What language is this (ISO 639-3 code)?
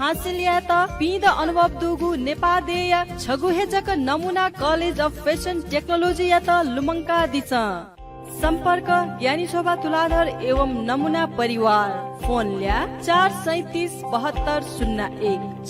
new